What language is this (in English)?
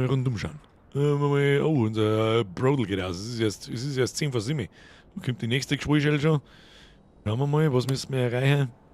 Bavarian